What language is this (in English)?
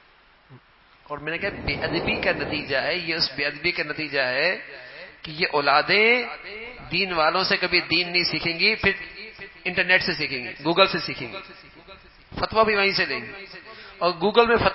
Urdu